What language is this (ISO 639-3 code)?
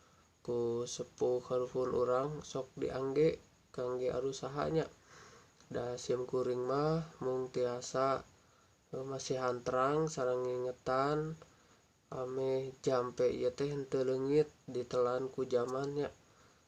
sun